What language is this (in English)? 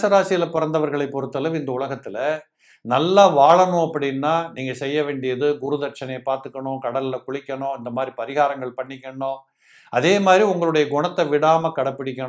Tamil